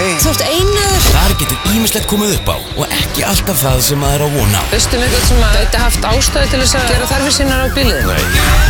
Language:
Icelandic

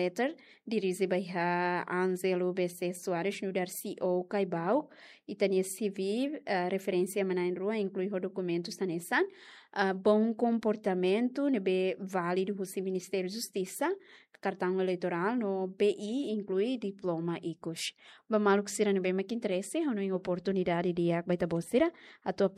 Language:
Tetum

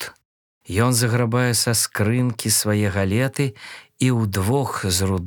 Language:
Belarusian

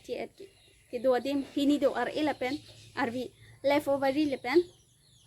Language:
Karbi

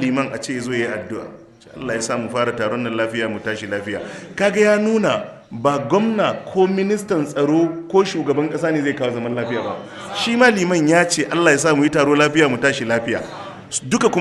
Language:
Hausa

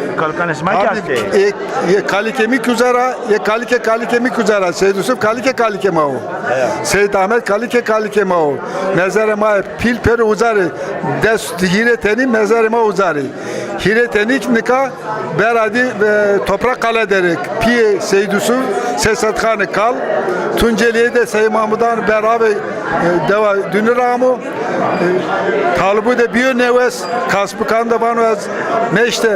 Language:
Zaza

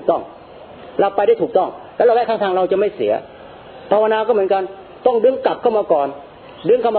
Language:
Thai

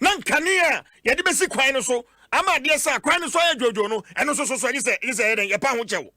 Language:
Akan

